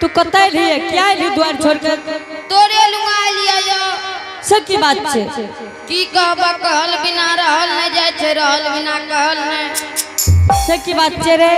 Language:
Angika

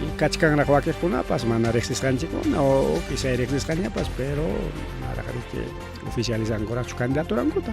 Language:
Ayacucho Quechua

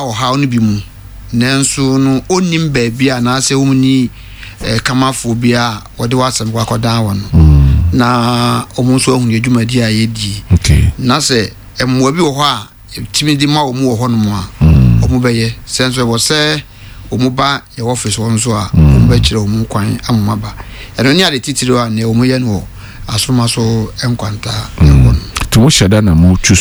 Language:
Akan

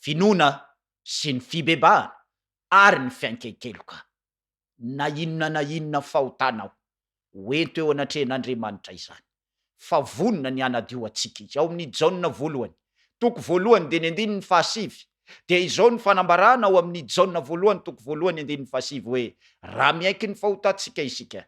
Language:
Malagasy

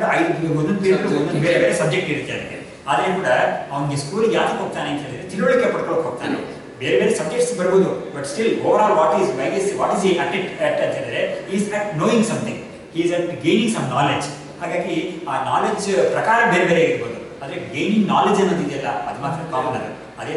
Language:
Kannada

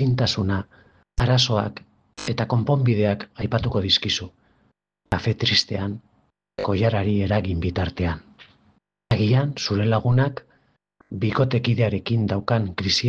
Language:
Basque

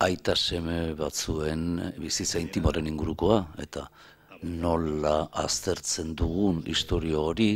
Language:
Basque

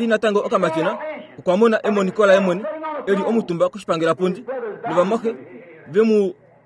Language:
Kuanyama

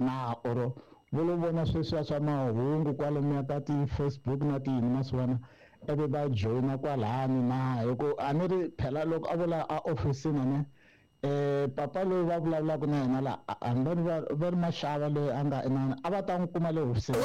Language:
Tsonga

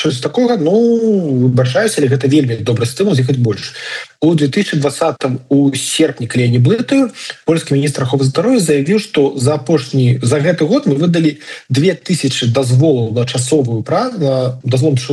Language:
Belarusian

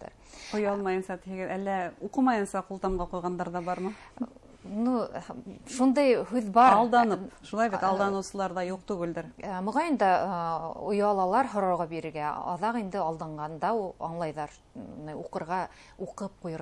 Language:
Bashkir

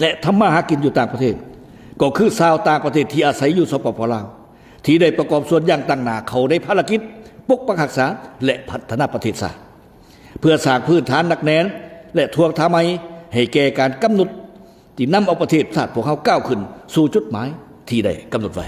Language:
Lao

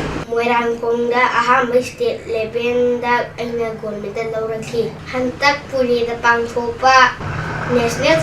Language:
Manipuri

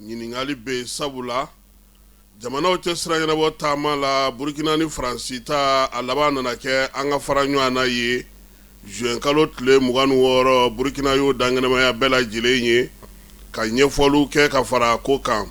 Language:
Bambara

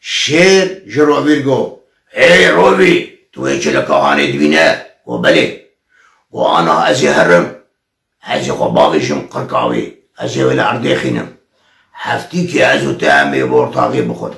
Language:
Kurdish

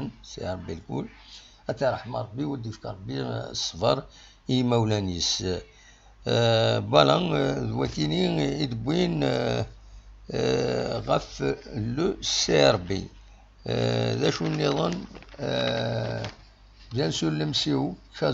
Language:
Kabyle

